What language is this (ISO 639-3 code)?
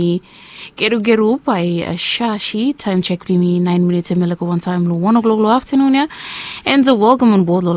bis